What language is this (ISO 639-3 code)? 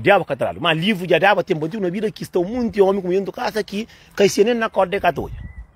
kea